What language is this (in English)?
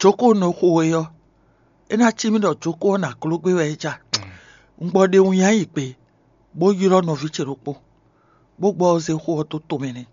Fon